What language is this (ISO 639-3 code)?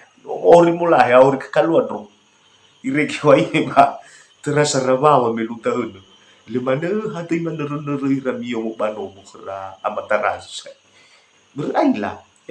nia